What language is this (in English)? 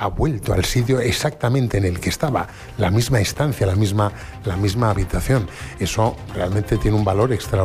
Spanish